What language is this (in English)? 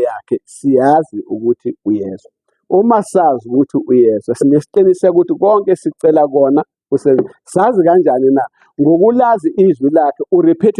Zulu